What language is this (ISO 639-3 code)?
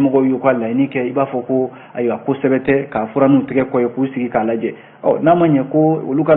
bam